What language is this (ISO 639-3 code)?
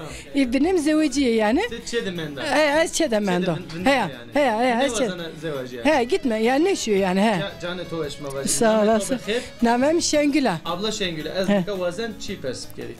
zza